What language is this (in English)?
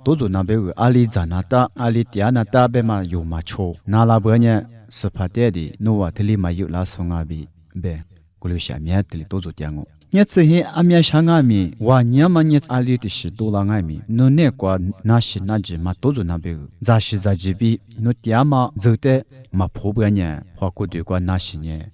Lisu